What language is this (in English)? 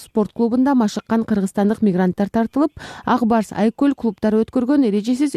Kyrgyz